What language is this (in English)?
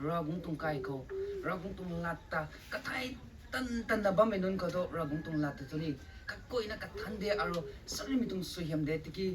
Rongmei Naga